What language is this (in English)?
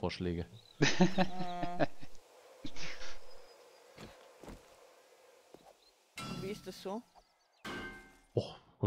German